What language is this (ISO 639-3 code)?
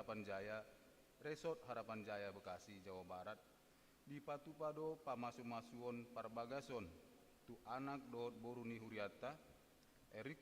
bbc